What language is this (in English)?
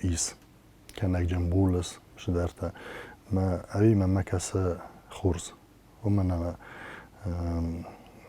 Ossetic